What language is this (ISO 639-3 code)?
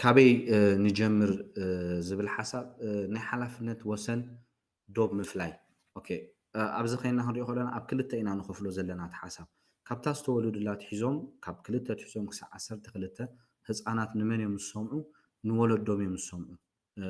tir